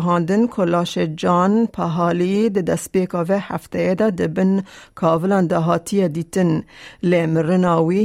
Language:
Kurdish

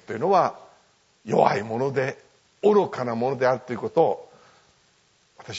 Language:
Japanese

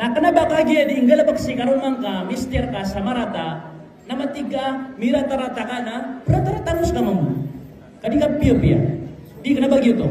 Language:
Maranao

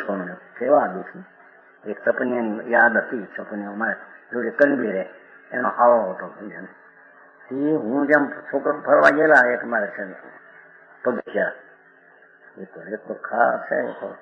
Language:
Gujarati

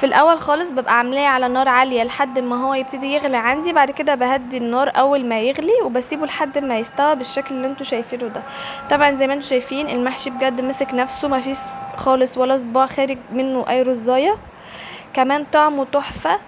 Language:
Egyptian Arabic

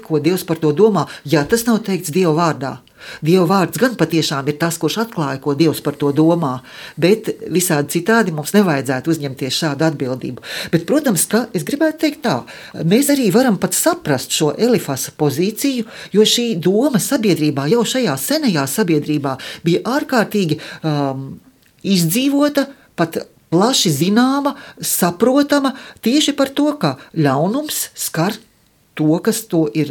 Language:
Latvian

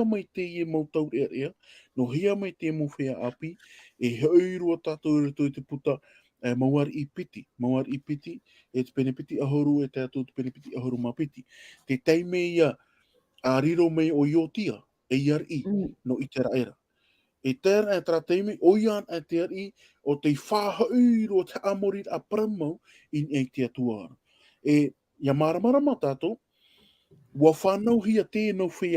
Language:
Tahitian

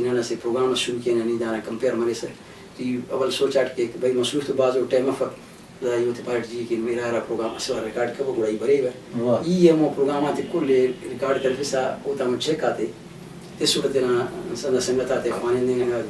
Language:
Brahui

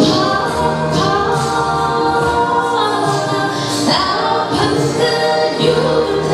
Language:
Phom Naga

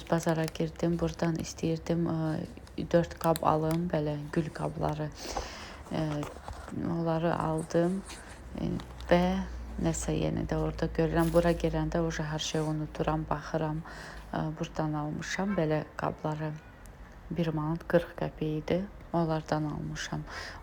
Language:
Azerbaijani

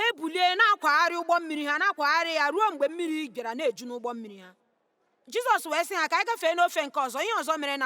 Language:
Igbo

